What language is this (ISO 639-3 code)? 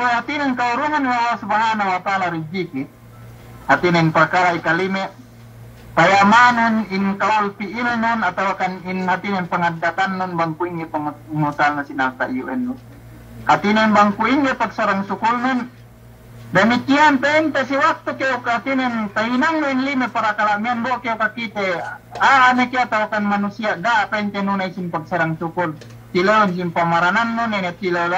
yka